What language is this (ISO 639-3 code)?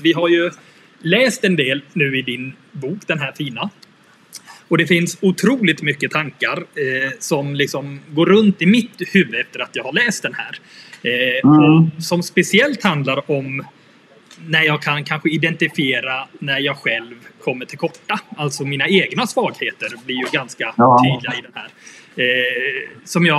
swe